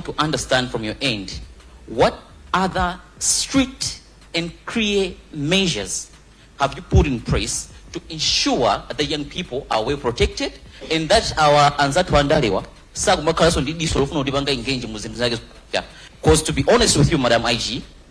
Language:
Nyanja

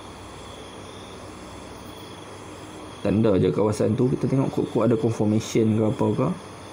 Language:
Malay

